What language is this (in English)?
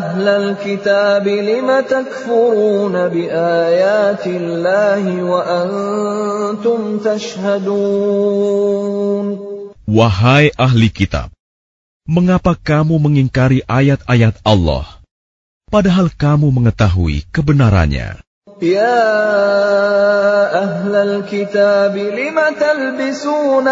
Indonesian